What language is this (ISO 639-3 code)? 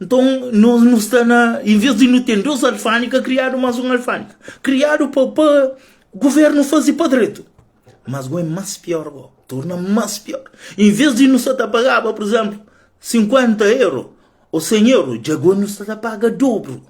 kea